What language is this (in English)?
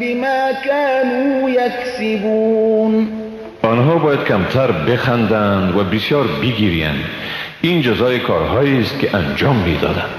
Persian